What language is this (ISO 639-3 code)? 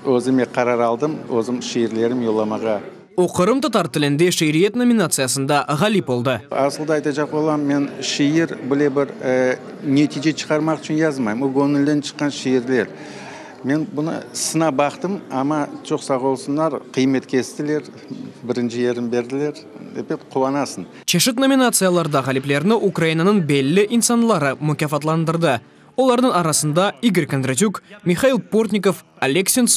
crh